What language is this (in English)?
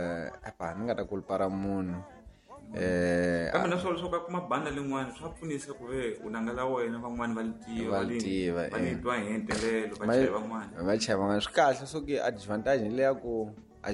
Tsonga